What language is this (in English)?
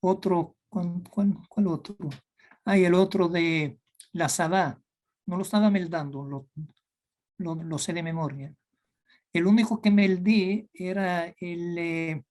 Ladino